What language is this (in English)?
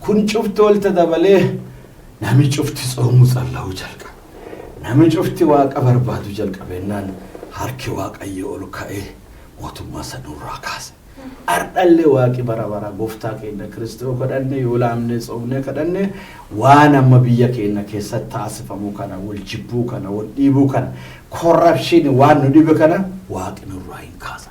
Oromo